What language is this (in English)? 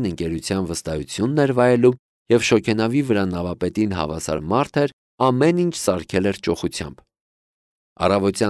Armenian